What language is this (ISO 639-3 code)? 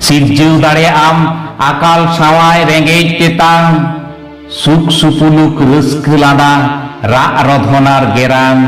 sat